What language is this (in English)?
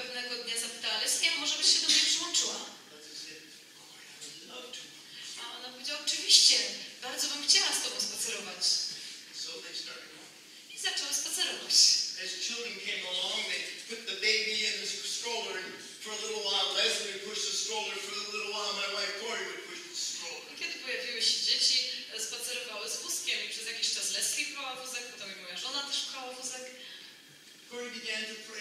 Polish